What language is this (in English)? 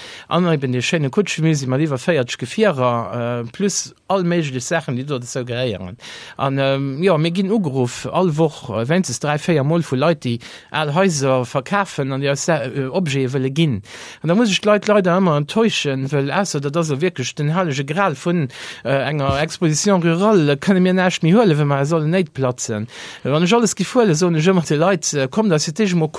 Luxembourgish